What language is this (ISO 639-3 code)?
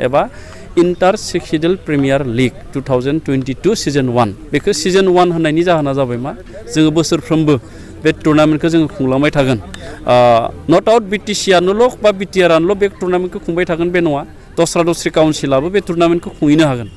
brx